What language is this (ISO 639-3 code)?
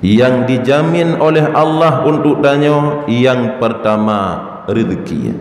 ace